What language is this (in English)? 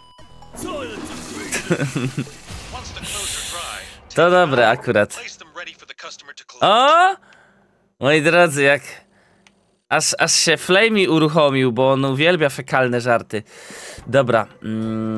Polish